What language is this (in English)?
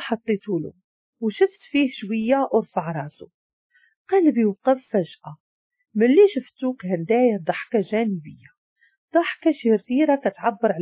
Moroccan Arabic